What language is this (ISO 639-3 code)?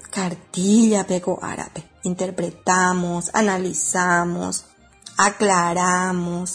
grn